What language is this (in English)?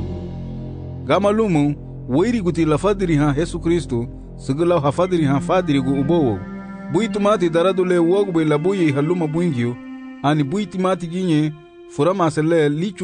Garifuna